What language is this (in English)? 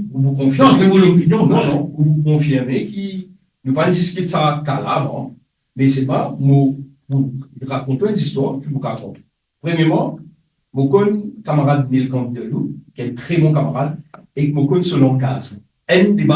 Morisyen